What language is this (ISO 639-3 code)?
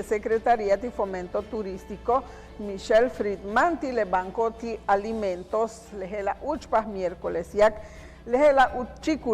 yua